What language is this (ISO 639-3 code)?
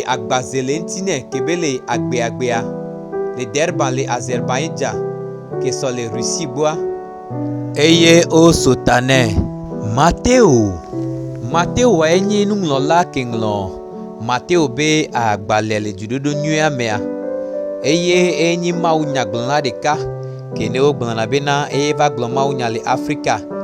gej